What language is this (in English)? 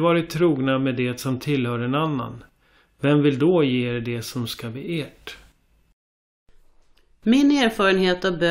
Swedish